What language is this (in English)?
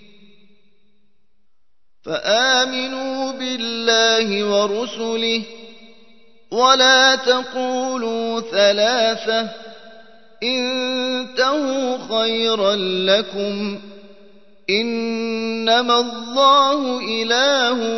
Arabic